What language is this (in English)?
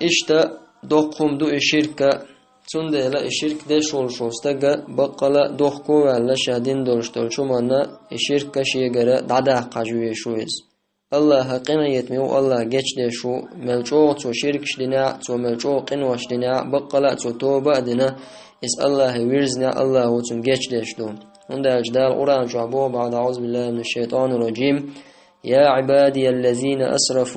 Chechen